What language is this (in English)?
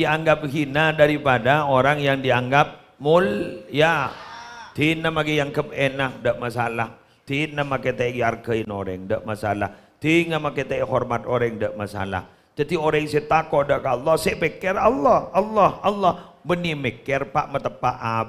Madurese